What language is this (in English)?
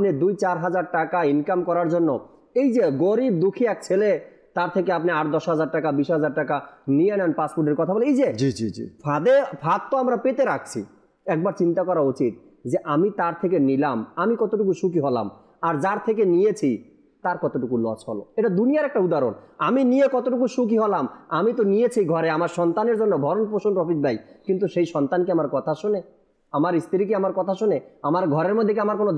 Bangla